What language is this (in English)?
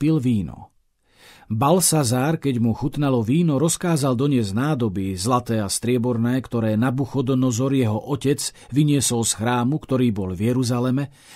Slovak